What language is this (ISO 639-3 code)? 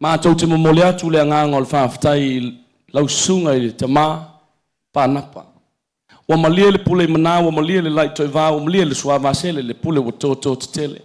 smo